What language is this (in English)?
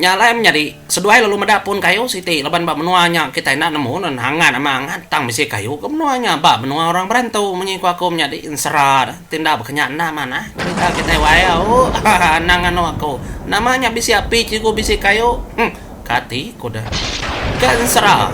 Iban